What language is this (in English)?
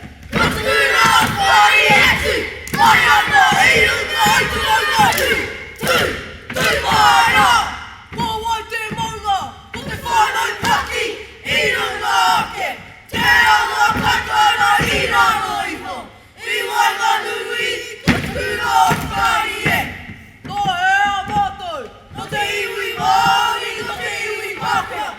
Māori